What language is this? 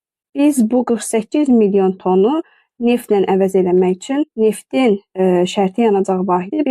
Azerbaijani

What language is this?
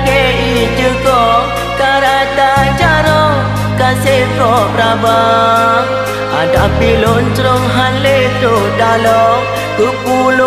Achinese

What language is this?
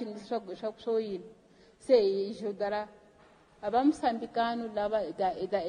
Tsonga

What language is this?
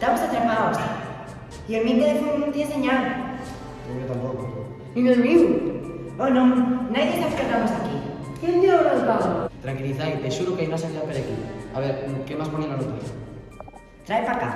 Asturian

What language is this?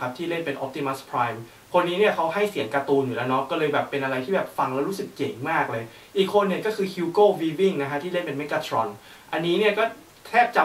Thai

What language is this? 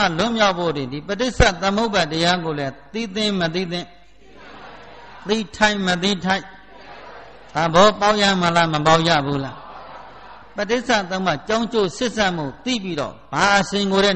Burmese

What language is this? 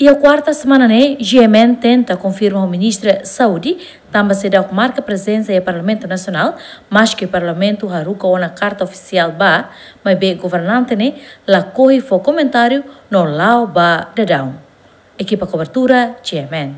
Tetum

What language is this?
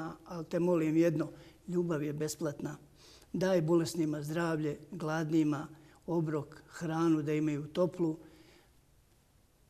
Bosnian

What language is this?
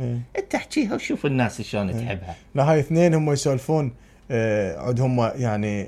Mesopotamian Arabic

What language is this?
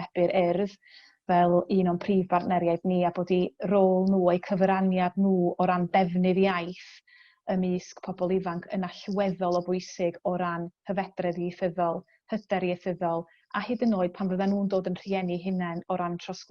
Welsh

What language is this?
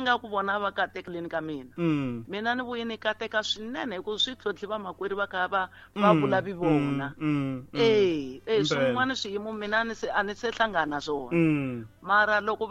Tsonga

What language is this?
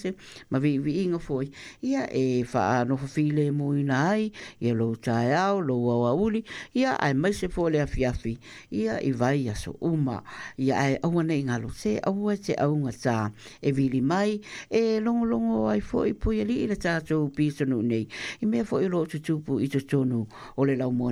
Samoan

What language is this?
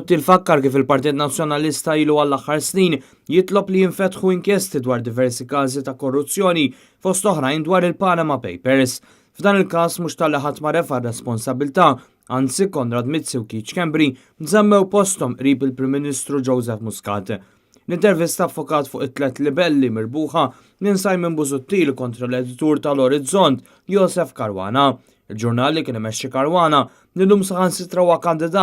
Maltese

